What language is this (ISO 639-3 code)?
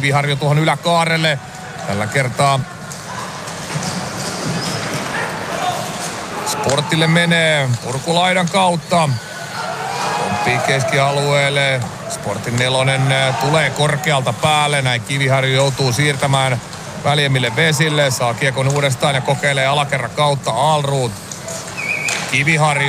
fin